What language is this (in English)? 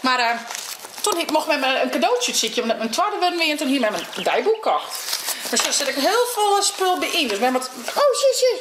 Western Frisian